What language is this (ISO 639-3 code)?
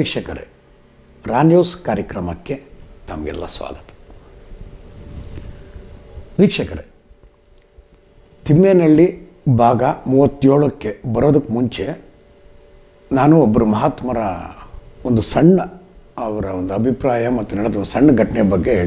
kan